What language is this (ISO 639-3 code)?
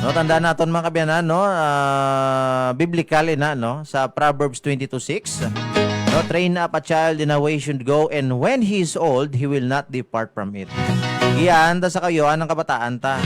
hil